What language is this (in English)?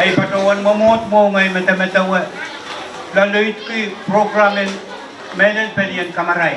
Pohnpeian